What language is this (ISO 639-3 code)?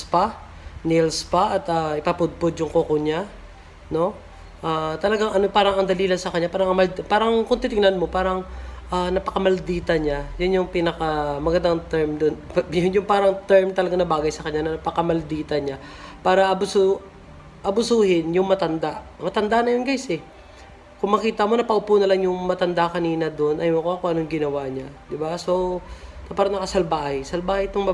fil